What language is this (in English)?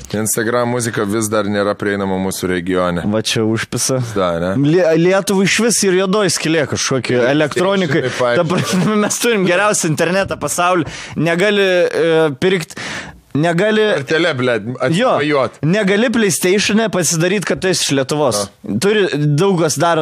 Lithuanian